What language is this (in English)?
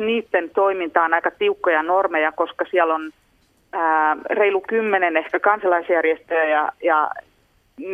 Finnish